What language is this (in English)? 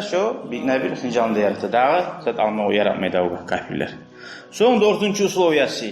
Kumyk